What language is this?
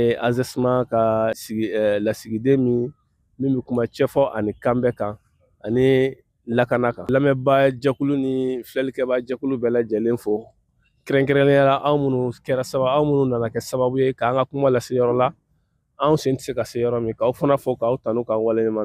Bambara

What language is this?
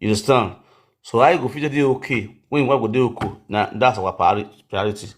Nigerian Pidgin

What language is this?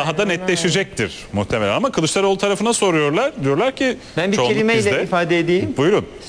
Turkish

